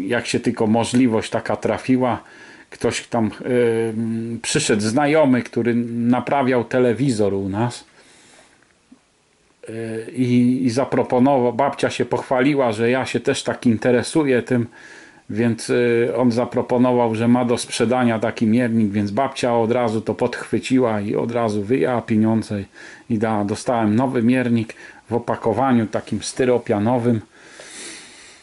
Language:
Polish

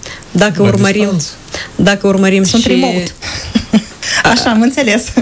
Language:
Romanian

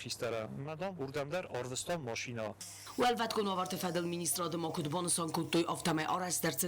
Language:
Ossetic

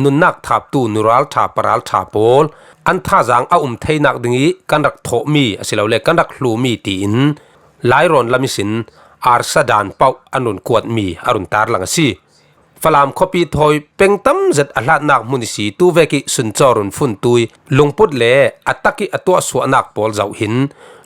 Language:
Falam Chin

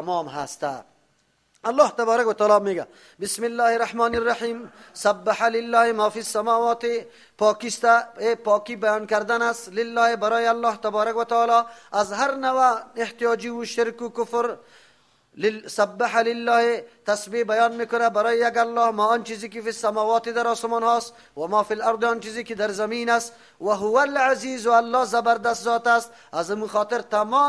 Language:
Persian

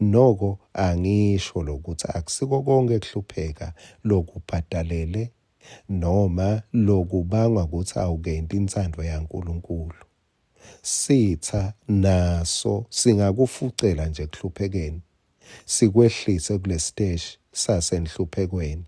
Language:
Swati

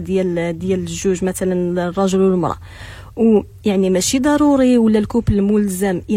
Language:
Moroccan Arabic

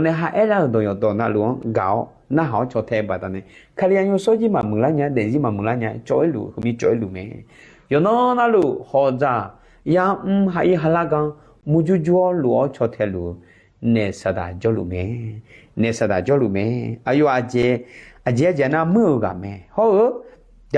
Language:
Akha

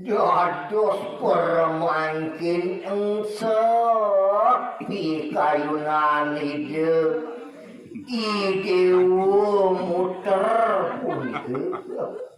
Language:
Balinese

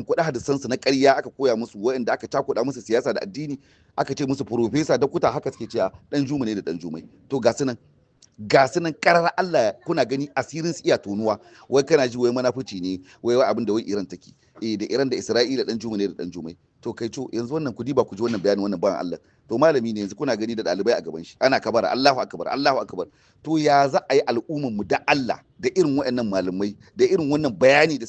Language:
Hausa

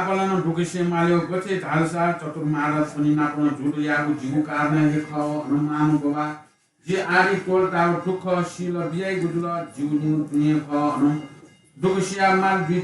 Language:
Newari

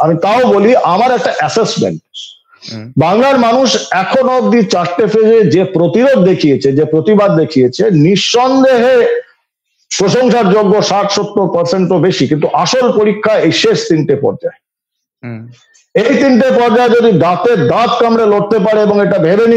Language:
Bangla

